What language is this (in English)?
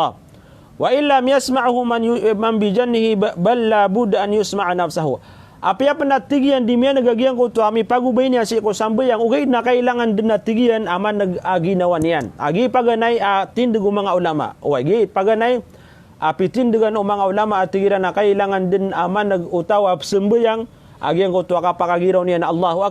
Maranao